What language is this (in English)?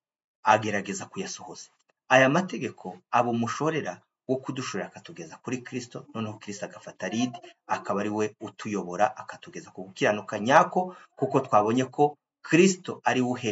Kinyarwanda